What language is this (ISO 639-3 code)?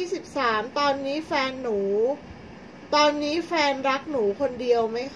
tha